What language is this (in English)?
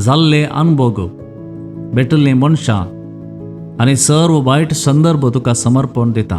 Konkani